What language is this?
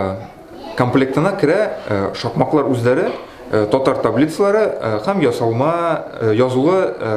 Tatar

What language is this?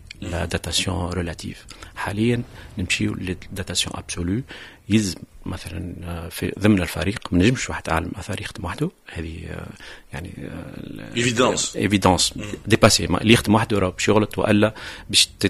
Tunisian Arabic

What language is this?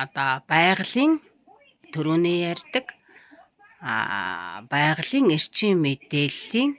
Mongolian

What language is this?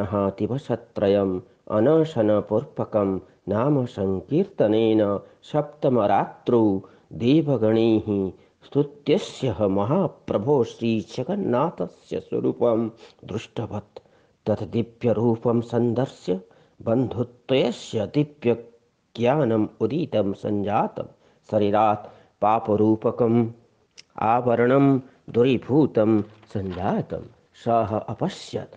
Sanskrit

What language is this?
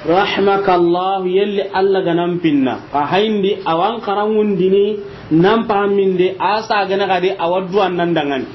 Soninke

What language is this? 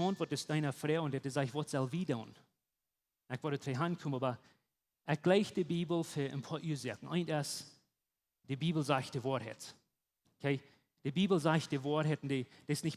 Plautdietsch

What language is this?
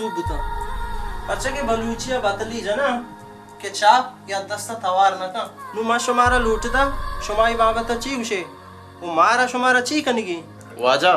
Baluchi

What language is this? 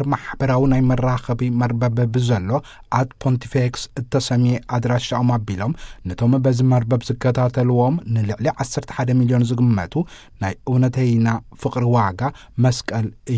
Tigrinya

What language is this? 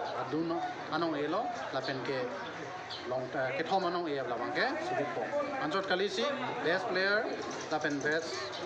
Karbi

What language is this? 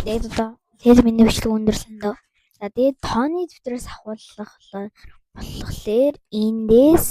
Mongolian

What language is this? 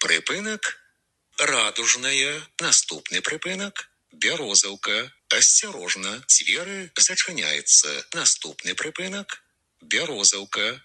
Belarusian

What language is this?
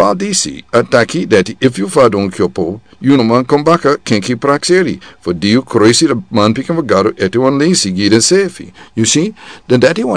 Sranan Tongo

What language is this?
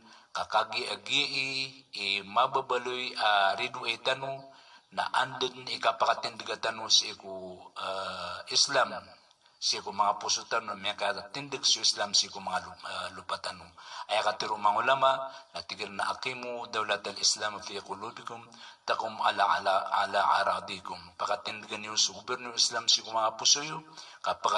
Maranao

